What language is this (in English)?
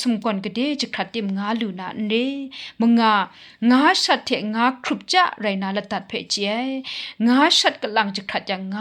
Kachin